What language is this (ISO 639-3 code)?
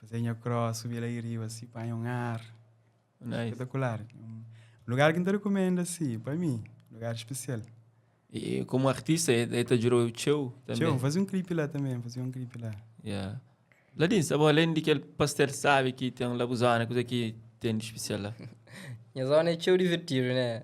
kea